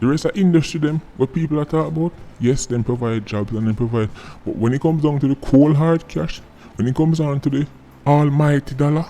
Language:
Jamaican Creole English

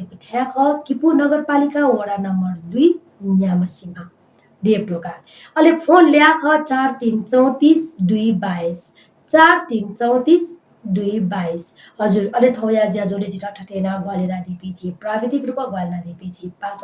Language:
Newari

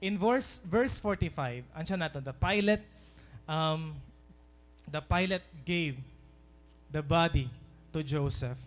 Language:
Waray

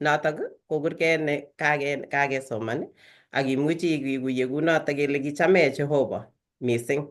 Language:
Kalenjin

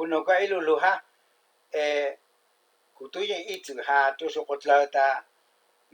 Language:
Hmong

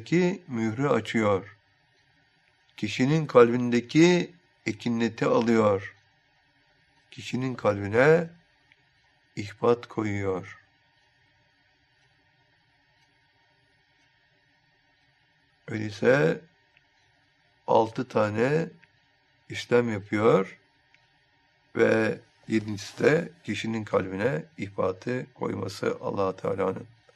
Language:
Turkish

